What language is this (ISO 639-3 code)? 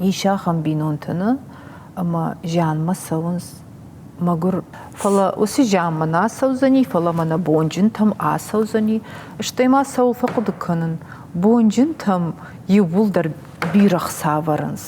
oss